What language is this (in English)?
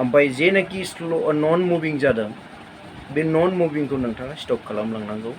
Bodo